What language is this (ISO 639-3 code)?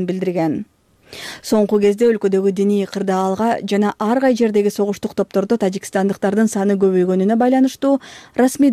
kir